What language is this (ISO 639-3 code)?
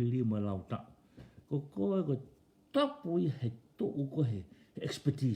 ton